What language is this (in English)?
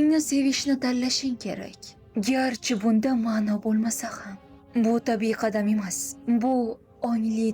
Uzbek